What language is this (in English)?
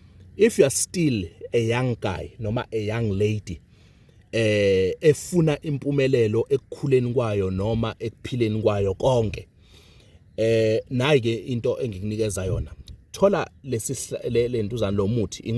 Zulu